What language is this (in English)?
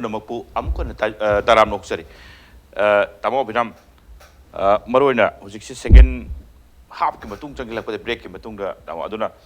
Manipuri